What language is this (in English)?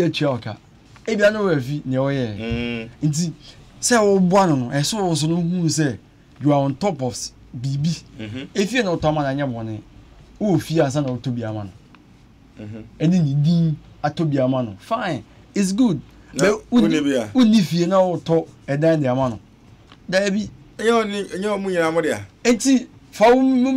Akan